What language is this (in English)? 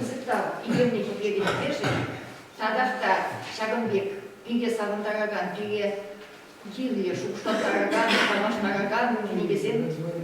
Chuvash